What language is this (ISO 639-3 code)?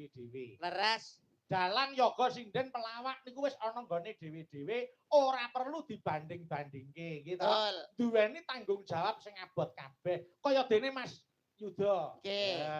jav